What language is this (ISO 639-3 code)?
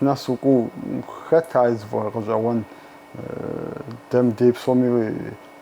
kbd